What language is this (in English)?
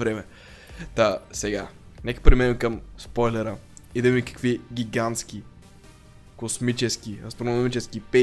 Bulgarian